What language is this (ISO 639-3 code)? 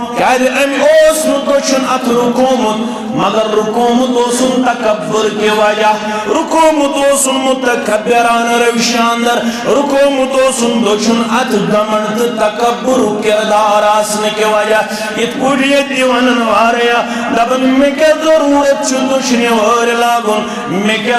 kas